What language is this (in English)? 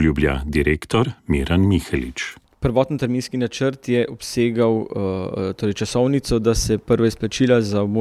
Slovenian